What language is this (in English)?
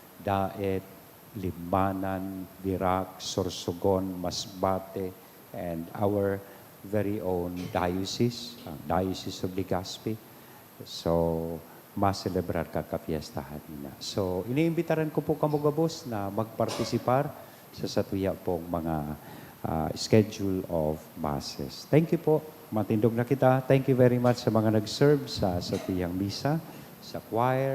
Bikol